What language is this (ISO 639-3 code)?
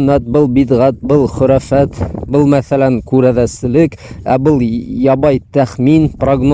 bak